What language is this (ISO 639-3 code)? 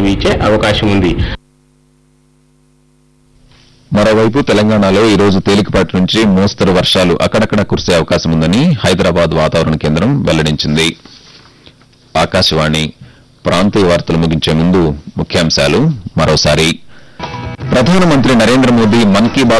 tel